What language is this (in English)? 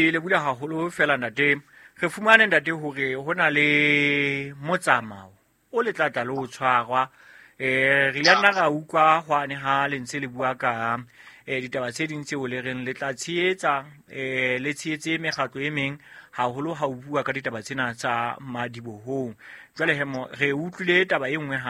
Southern Sotho